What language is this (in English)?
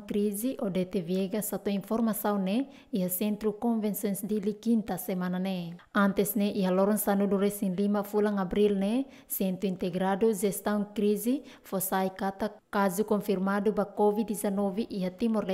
Tetum